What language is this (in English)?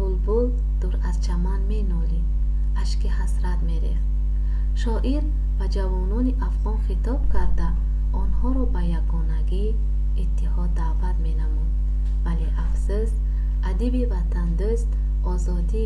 Tajik